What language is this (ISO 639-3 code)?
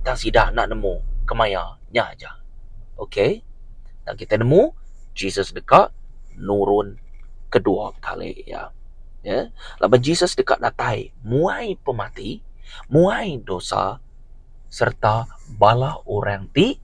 iba